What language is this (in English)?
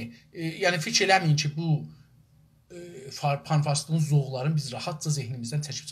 South Azerbaijani